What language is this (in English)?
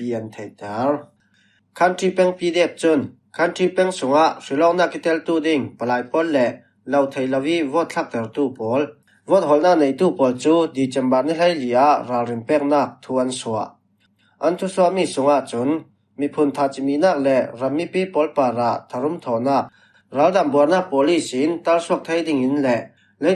Falam Chin